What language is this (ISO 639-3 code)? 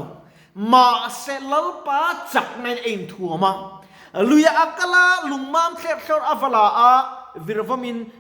lus